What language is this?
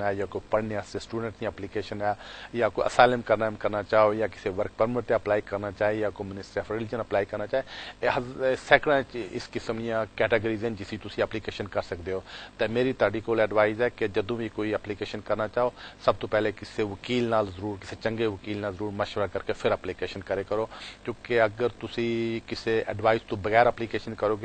Punjabi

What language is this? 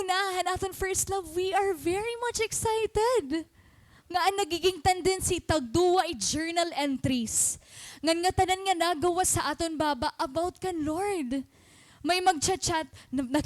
Waray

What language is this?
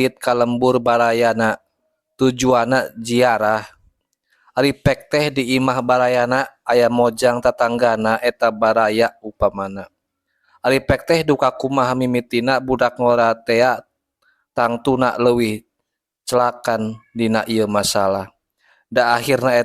Sundanese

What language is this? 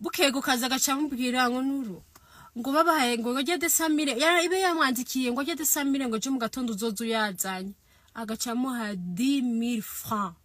Rundi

